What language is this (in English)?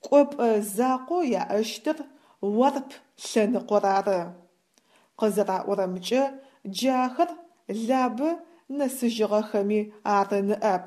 Adyghe